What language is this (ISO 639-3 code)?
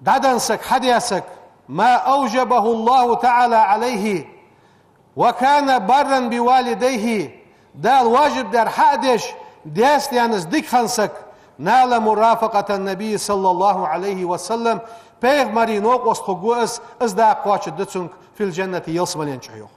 inh